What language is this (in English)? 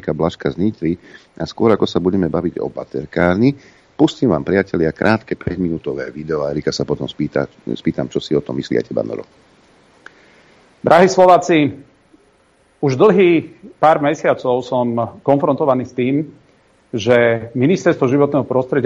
Slovak